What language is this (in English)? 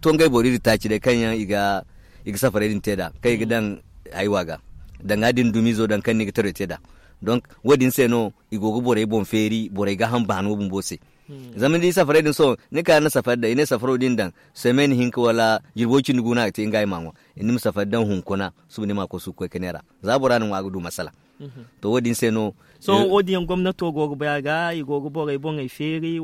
Zarma